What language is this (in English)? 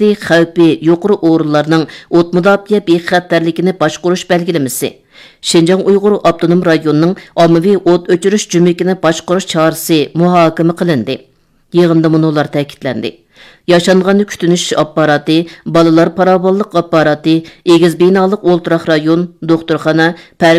Uyghur